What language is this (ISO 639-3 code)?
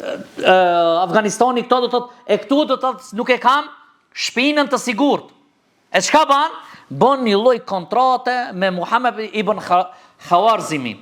sqi